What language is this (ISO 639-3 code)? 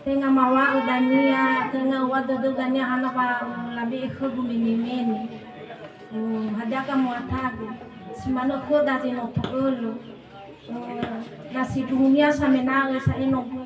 nia